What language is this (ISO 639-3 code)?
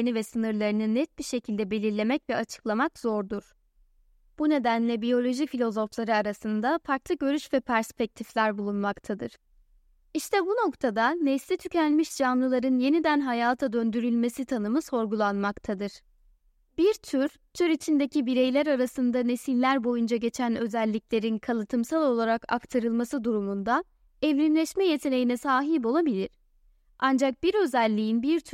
tur